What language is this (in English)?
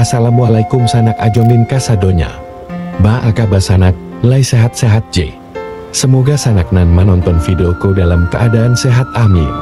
Minangkabau